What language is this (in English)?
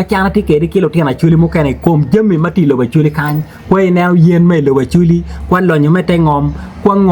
Acoli